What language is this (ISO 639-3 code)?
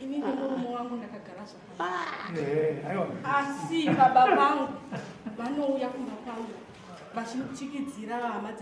sna